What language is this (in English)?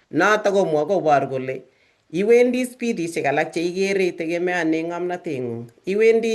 Kalenjin